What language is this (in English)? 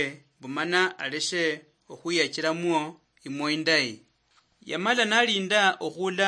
Luyia